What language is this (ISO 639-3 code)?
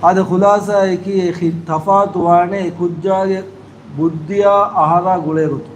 div